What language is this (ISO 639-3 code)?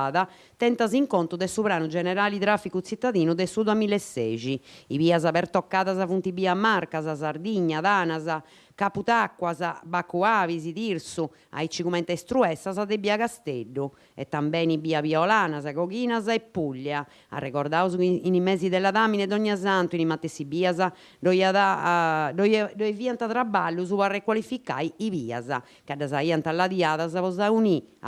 srd